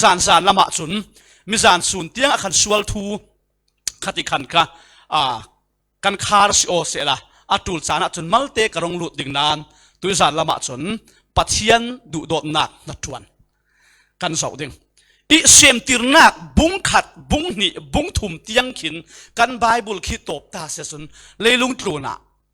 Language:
Falam Chin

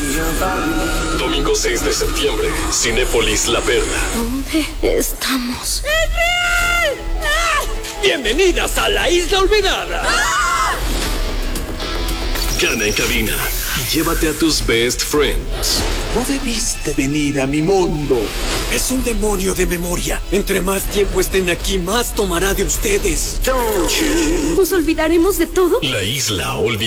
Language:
Spanish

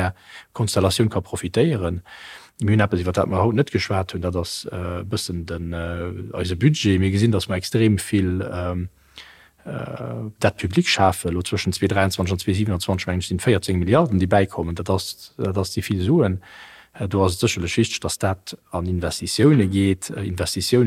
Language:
Luxembourgish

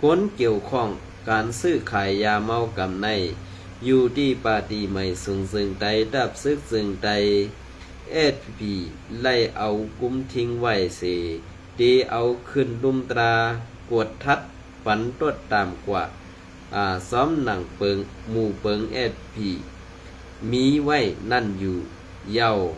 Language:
Shan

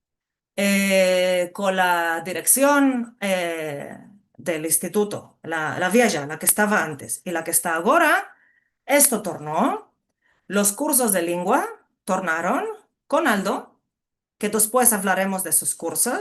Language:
Ladino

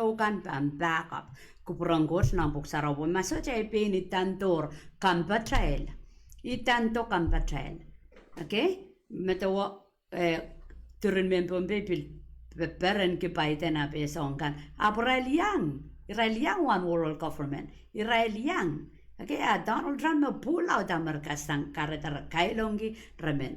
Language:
Pohnpeian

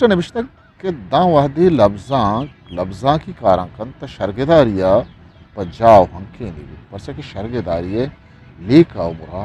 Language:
Eastern Balochi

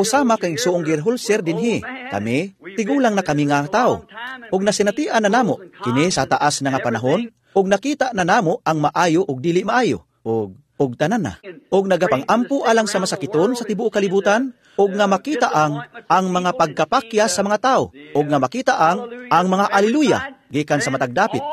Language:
Cebuano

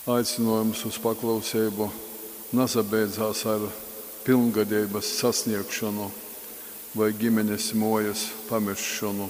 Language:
Latgalian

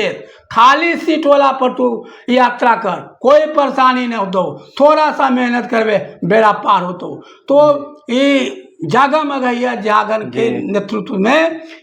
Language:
Magahi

